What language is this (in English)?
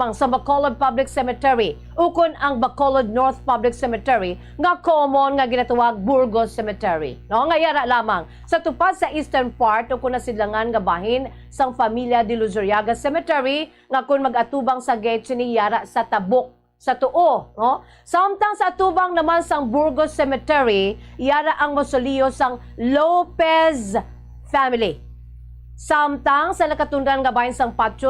Hiligaynon